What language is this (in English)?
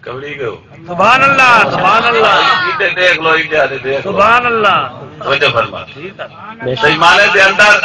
Saraiki